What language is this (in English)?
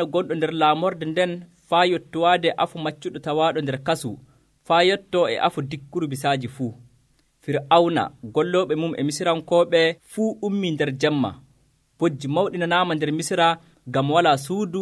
Nigerian Fulfulde